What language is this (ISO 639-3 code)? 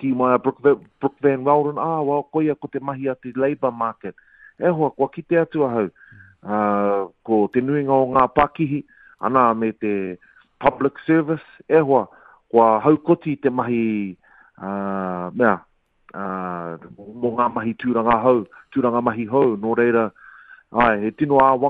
mri